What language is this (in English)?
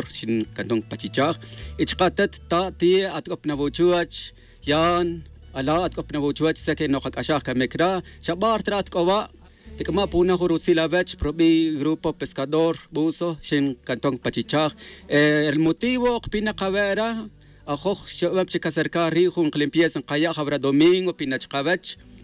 Tz'utujil